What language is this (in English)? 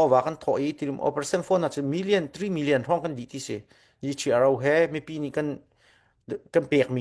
Hakha Chin